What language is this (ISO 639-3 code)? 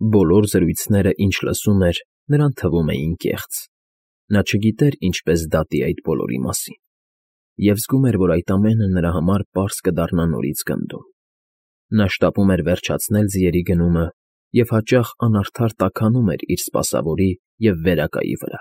hye